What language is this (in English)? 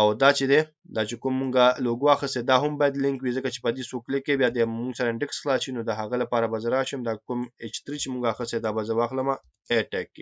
Pashto